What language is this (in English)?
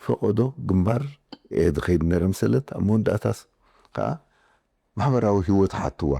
Tigrinya